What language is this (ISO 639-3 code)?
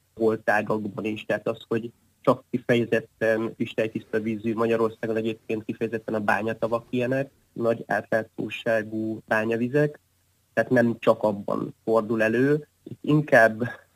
hun